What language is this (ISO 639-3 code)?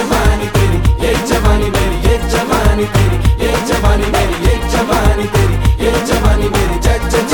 hin